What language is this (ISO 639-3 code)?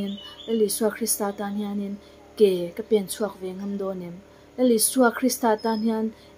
lus